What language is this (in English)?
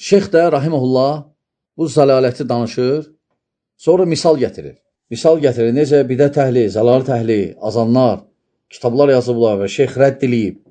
Azerbaijani